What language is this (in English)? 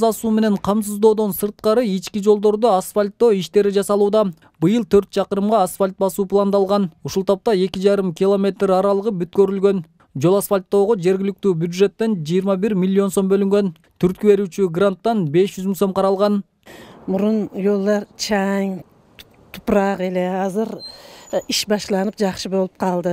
Kyrgyz